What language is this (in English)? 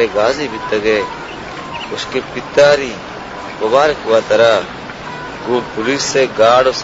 Baluchi